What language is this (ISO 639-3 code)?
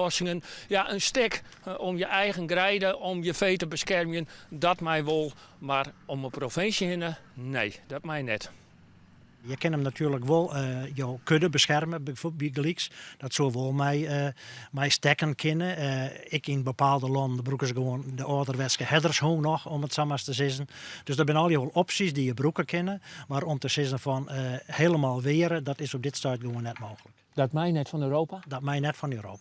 fry